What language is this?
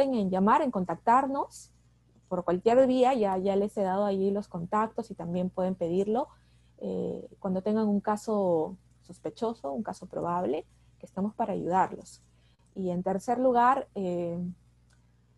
Spanish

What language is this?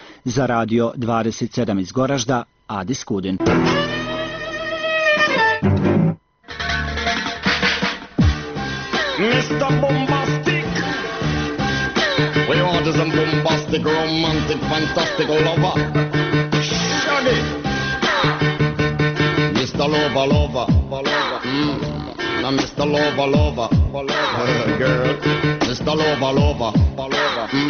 Bosnian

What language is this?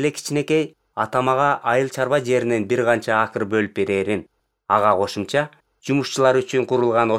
Kyrgyz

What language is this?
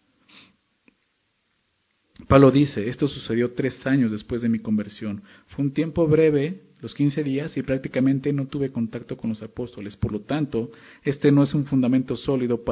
Spanish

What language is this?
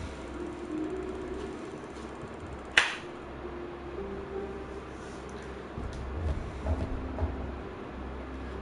Czech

